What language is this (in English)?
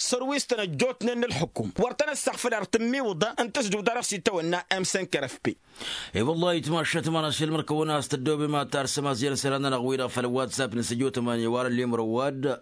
Tamasheq